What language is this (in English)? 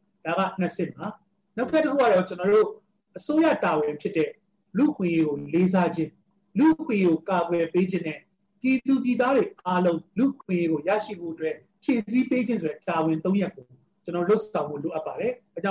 Burmese